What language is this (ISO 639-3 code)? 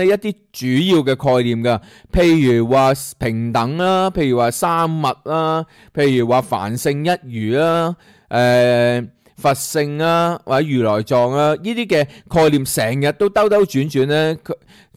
yue